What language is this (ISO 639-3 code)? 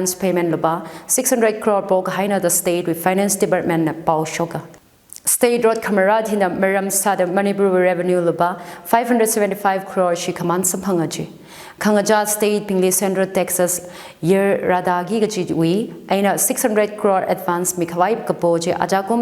nmf